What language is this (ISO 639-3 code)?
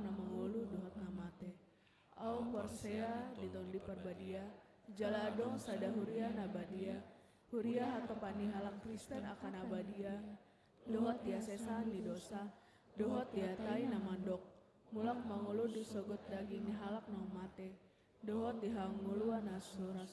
bbc